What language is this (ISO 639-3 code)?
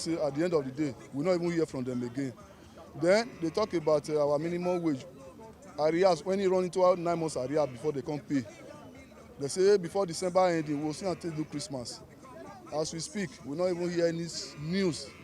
pcm